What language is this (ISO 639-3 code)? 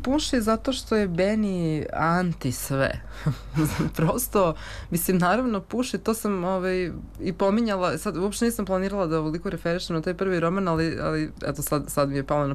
srp